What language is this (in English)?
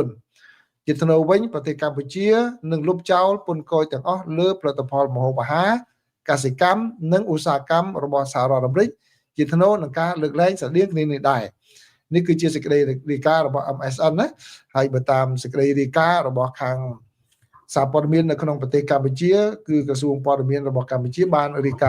Khmer